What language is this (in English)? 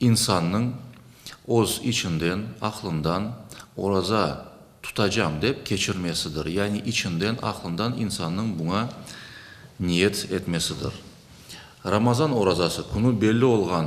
Crimean Tatar